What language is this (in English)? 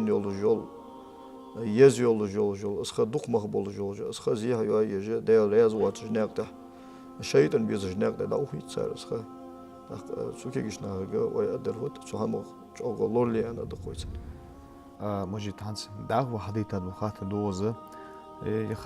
Ingush